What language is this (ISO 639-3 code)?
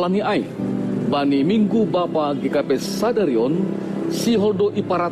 bts